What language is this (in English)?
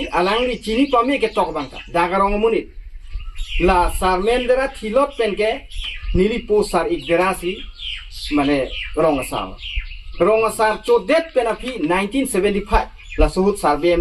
Karbi